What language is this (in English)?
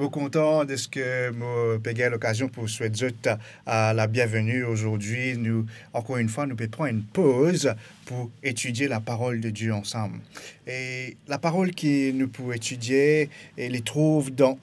Morisyen